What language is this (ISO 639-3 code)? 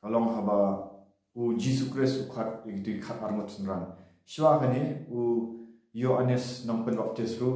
kha